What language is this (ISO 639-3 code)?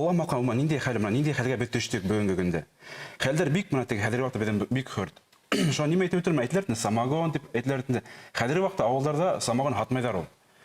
bak